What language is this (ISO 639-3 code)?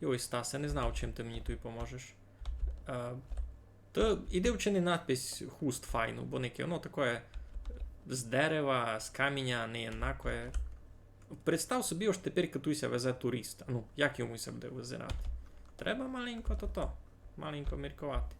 rue